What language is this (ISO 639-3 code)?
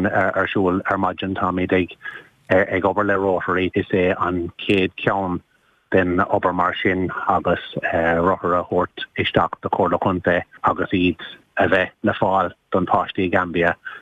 gle